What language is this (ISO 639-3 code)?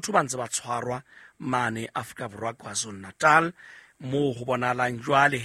sot